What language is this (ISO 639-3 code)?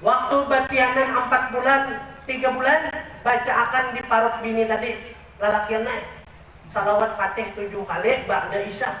bjn